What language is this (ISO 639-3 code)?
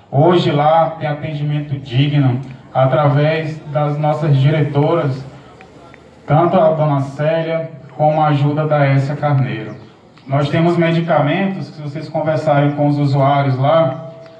por